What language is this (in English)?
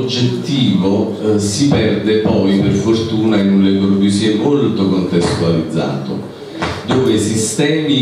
Italian